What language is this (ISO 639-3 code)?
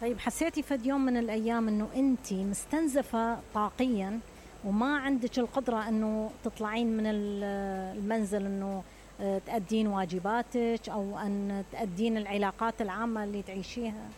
acm